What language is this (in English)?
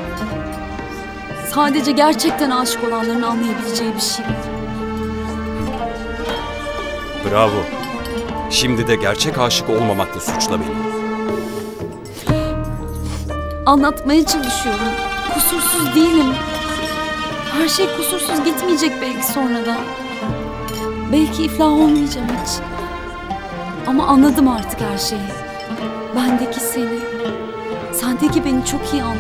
Turkish